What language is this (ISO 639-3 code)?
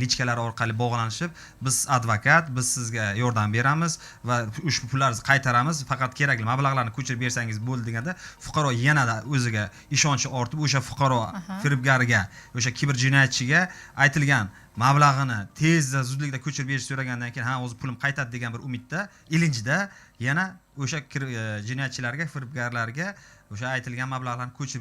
uzb